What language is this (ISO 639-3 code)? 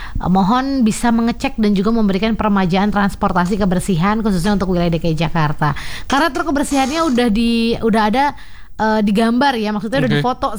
ind